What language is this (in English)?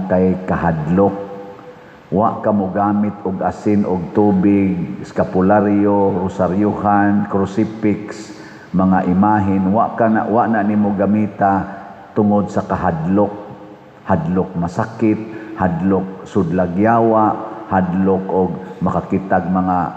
Cebuano